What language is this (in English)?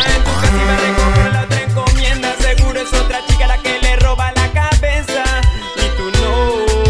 Spanish